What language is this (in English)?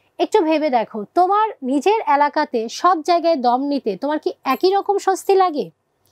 Bangla